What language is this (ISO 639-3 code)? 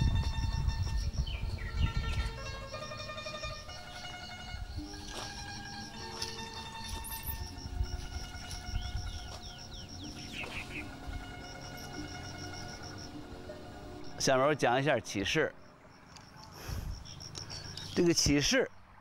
zho